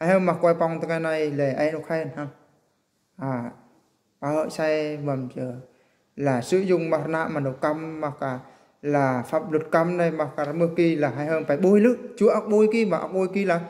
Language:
Eastern Bru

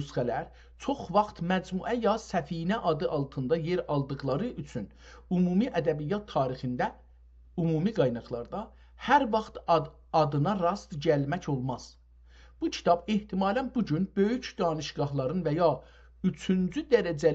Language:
South Azerbaijani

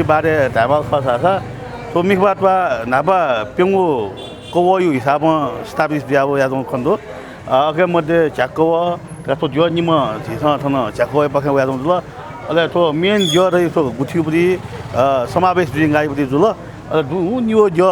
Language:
Newari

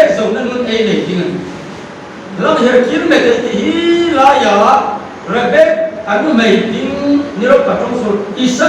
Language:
Hmar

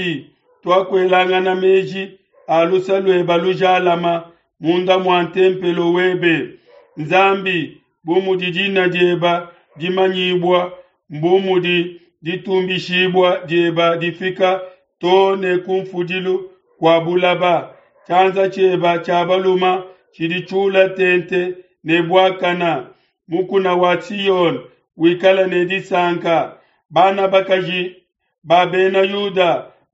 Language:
Luba-Lulua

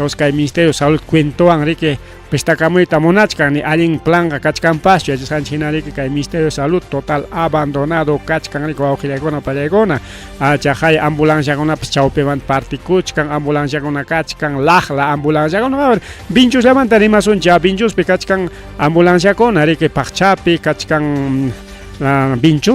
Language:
Ayacucho Quechua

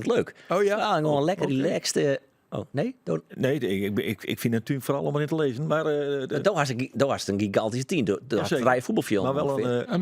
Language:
Western Frisian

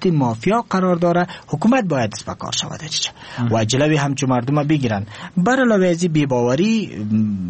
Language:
Persian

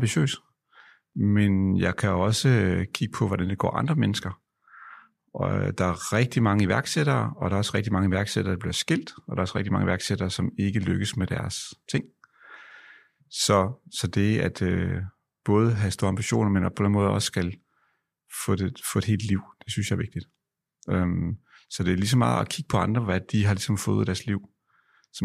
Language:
Danish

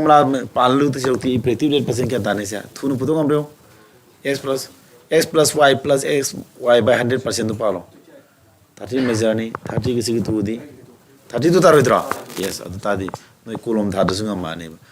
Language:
Manipuri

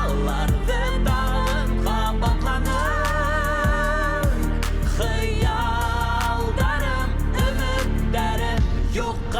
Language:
Bashkir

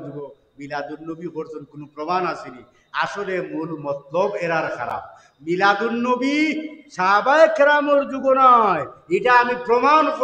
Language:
Sylheti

